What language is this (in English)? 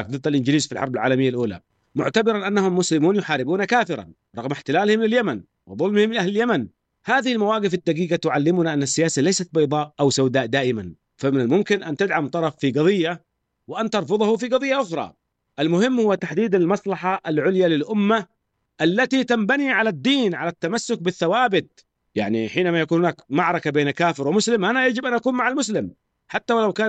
Arabic